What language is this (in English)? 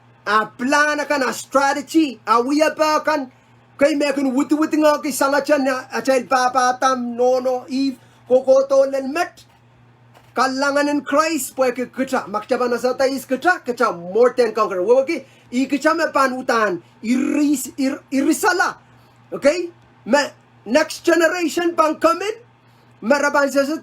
Pohnpeian